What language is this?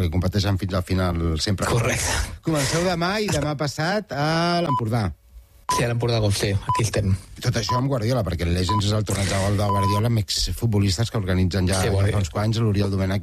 Catalan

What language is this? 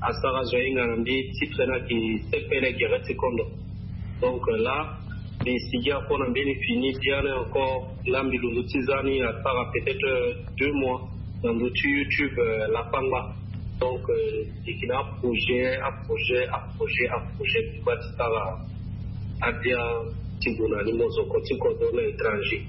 Sango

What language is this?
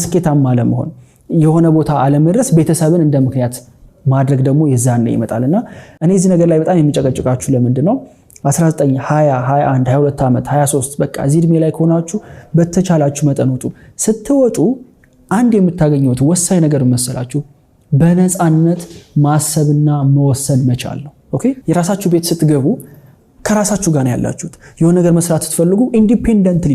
Amharic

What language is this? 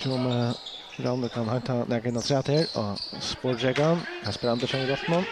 Faroese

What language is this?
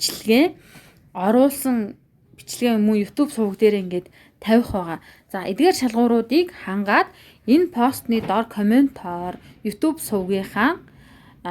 Mongolian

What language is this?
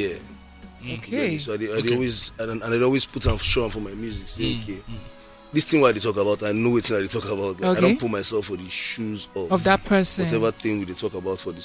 Nigerian Pidgin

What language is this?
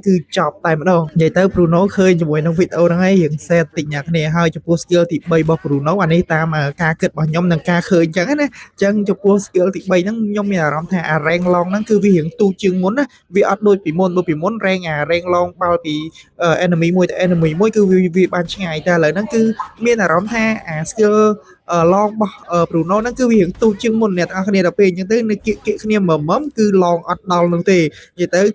Khmer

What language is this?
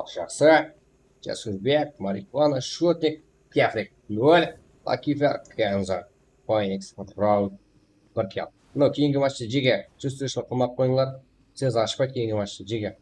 Kara-Kalpak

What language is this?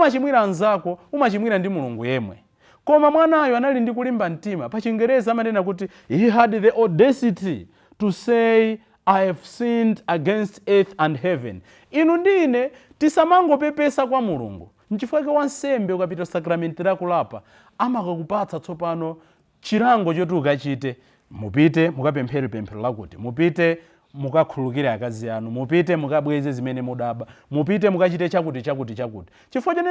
Nyanja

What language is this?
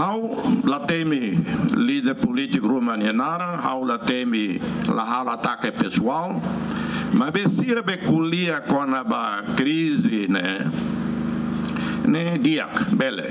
Tetum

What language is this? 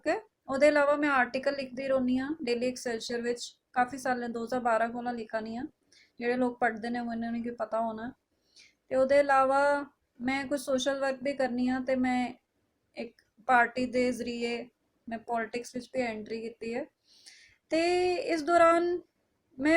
Dogri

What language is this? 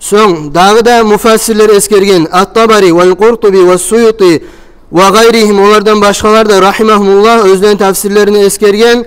Kumyk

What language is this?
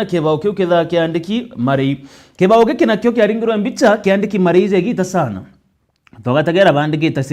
Meru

